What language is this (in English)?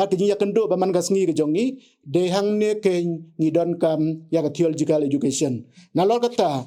Khasi